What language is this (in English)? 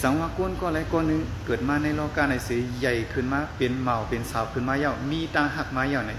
Shan